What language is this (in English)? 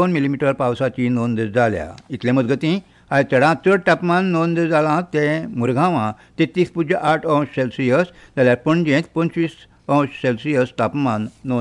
Konkani